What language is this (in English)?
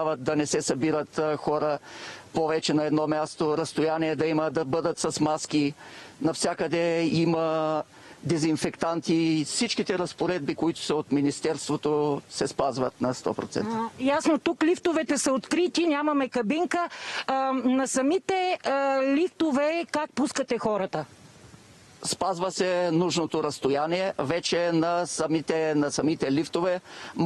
Bulgarian